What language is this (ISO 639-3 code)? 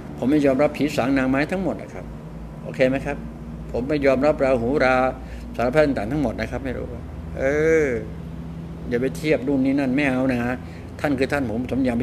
tha